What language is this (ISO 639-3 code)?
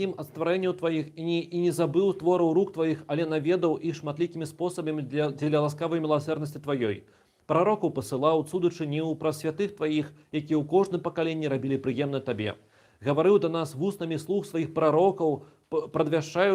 bel